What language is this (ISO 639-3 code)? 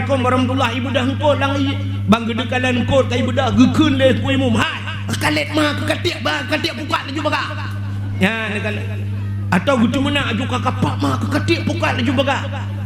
ace